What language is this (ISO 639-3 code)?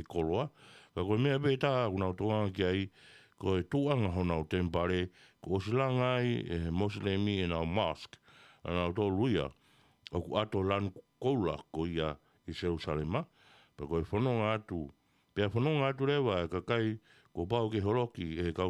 ton